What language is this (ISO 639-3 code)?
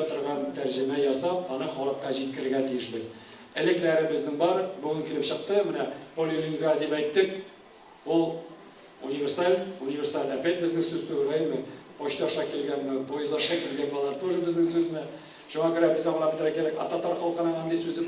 tat